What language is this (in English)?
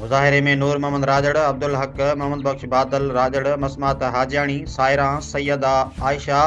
Sindhi